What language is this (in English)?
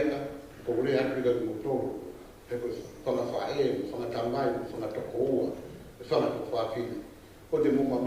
Tongan